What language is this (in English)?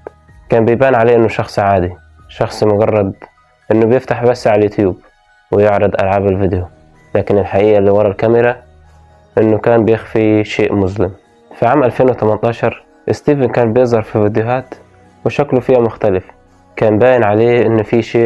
Egyptian Arabic